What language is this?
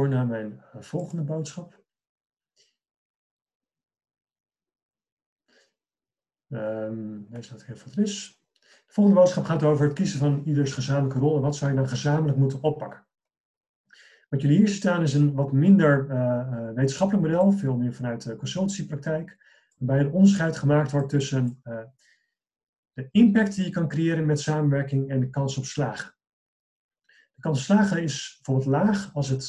Dutch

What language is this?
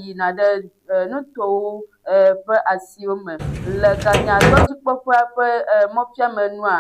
Ewe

